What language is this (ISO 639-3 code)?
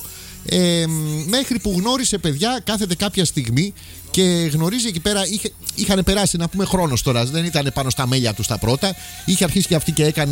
ell